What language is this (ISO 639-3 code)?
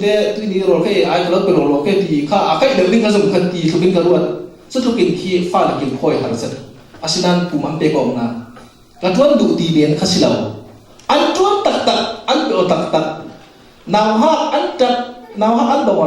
cfm